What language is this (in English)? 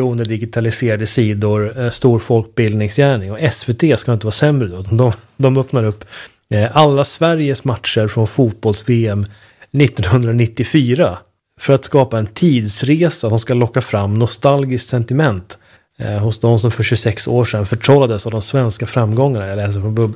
Swedish